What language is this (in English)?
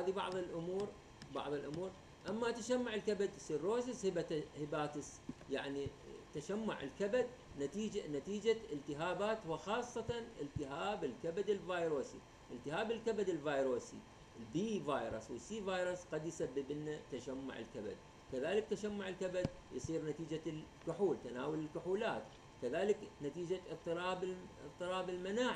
Mesopotamian Arabic